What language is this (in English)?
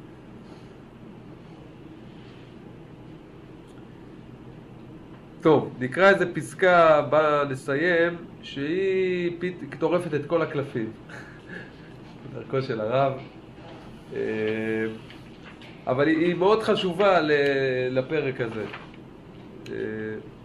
Hebrew